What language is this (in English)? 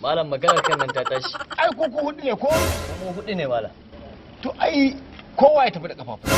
Hausa